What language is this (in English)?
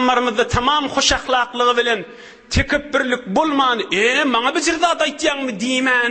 Turkmen